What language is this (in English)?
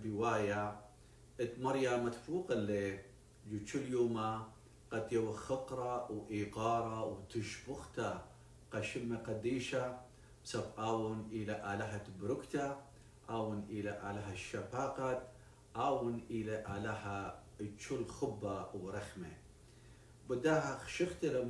Assyrian Neo-Aramaic